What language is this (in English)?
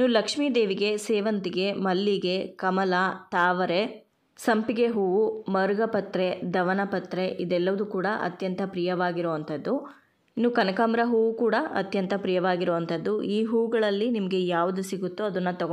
Kannada